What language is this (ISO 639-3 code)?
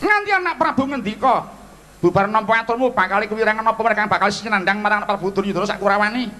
jav